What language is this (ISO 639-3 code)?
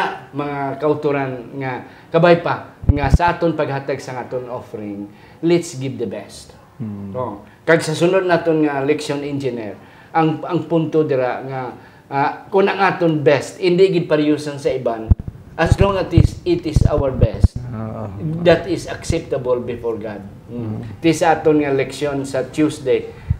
hil